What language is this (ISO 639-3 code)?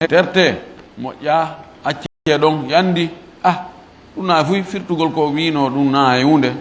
ful